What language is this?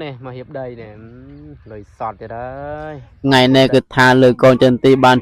Khmer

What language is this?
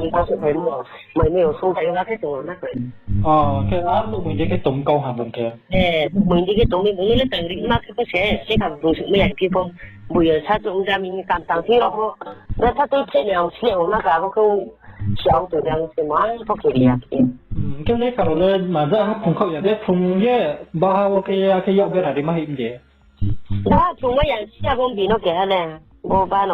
Riang (India)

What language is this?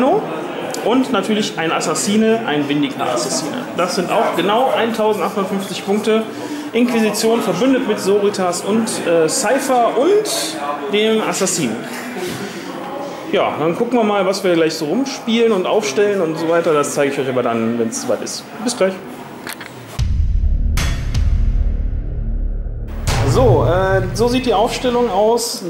German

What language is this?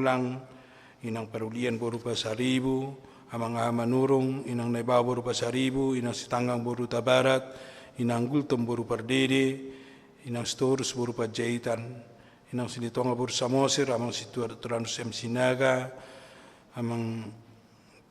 Batak Toba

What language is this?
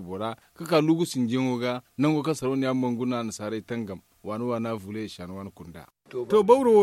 Zarma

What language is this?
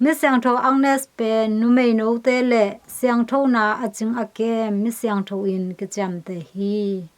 Tedim Chin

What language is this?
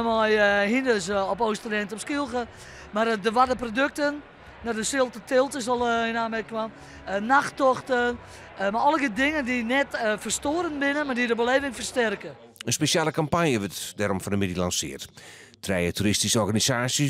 Western Frisian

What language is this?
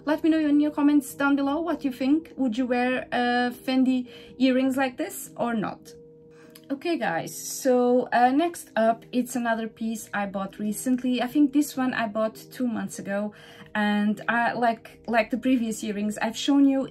English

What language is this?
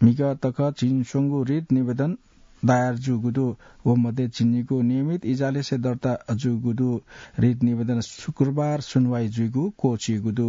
Newari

